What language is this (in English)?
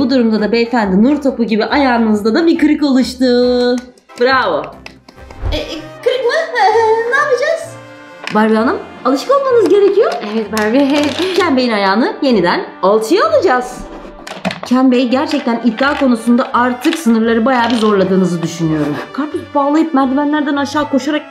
Turkish